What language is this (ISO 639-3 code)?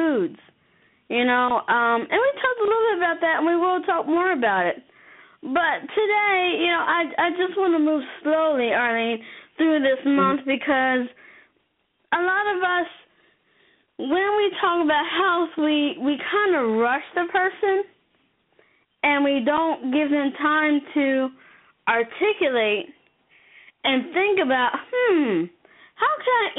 eng